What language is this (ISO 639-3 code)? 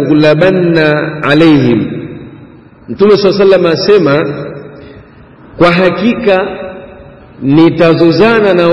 swa